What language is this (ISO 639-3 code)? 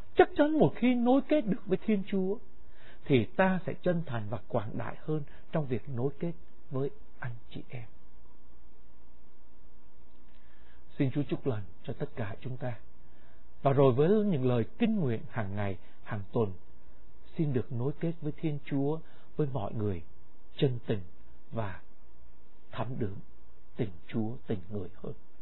vie